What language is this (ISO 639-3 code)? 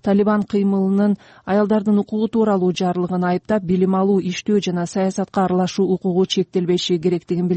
kir